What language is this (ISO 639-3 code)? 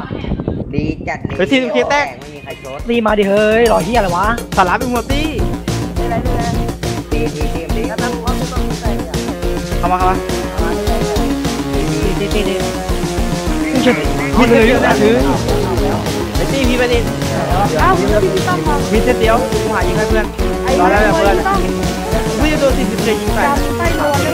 tha